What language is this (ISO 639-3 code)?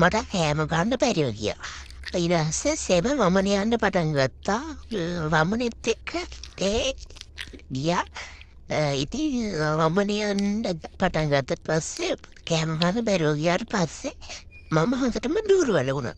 sin